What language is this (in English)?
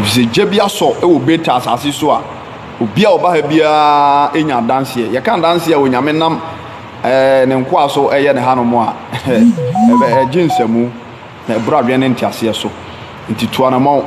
Akan